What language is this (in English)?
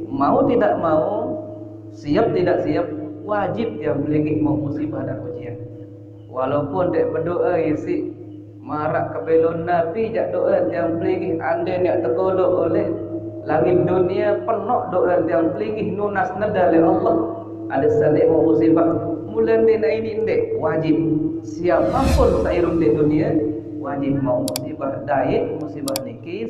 Sasak